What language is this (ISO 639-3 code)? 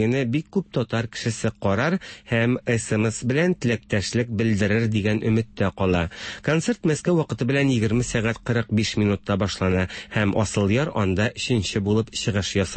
tat